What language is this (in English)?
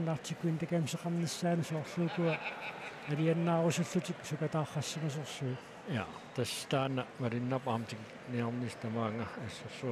Kalaallisut